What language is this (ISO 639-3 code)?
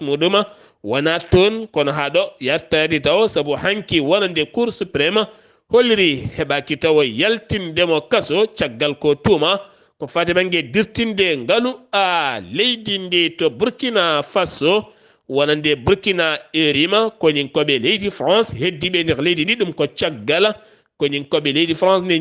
ful